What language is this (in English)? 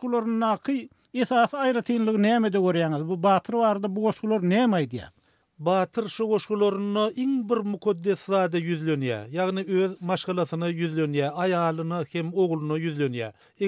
Turkmen